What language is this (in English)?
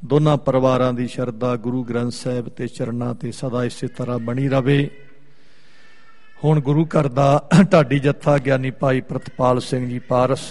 Punjabi